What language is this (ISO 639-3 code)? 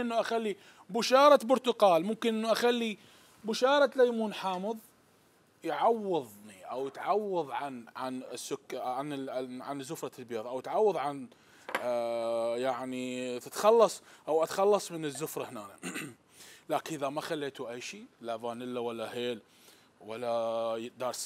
acm